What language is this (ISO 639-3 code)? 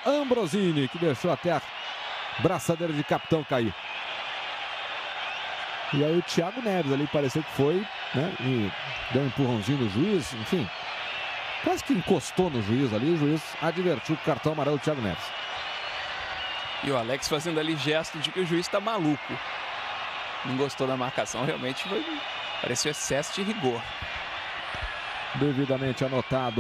por